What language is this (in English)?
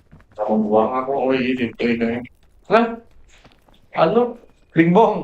Banjar